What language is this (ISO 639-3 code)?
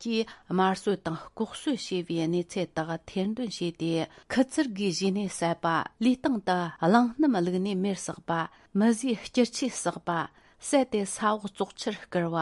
bod